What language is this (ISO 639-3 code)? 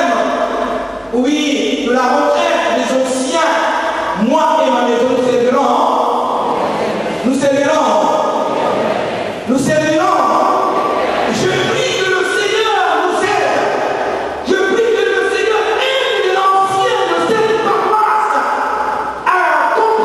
fra